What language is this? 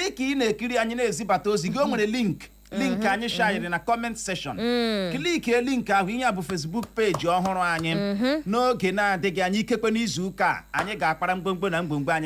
Igbo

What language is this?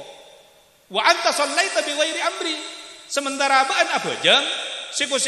Madurese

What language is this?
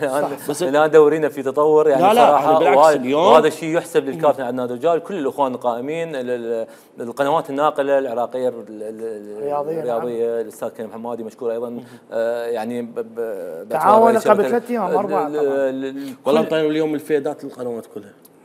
Mesopotamian Arabic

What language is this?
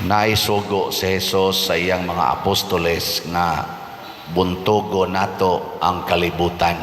Cebuano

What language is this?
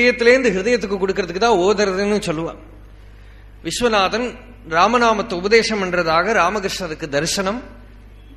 Tamil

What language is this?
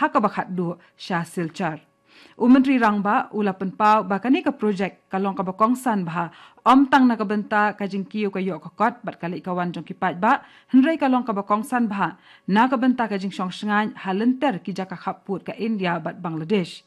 Khasi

